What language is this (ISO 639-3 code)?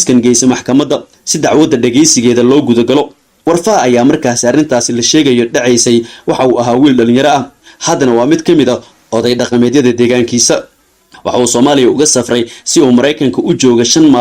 som